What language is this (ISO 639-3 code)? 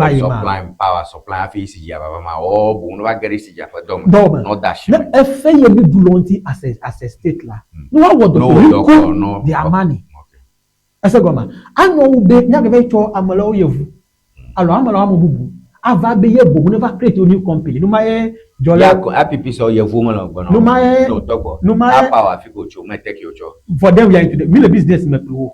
ewe